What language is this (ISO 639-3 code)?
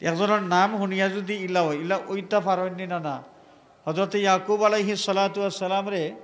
syl